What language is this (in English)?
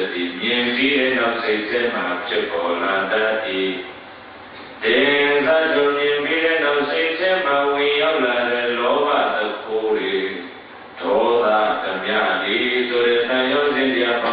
Burmese